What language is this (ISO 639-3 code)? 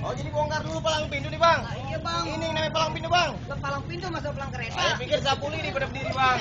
bew